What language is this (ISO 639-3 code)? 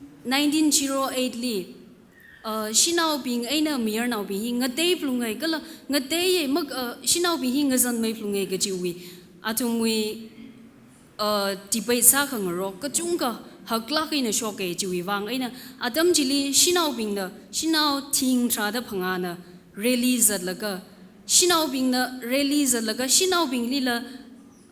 nmf